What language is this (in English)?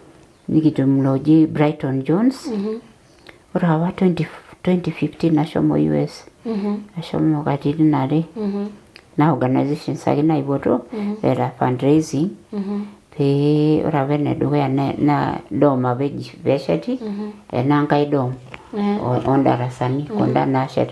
Masai